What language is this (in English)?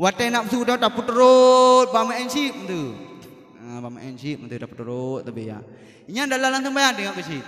Achinese